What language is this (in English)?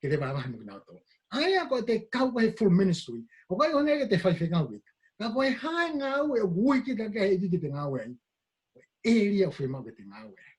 Tongan